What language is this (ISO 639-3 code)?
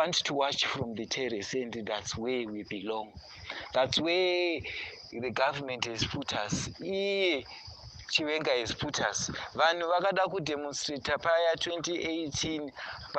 sna